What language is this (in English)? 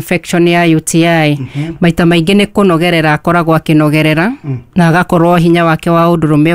Kikuyu